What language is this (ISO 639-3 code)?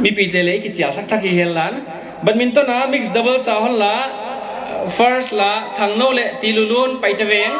pck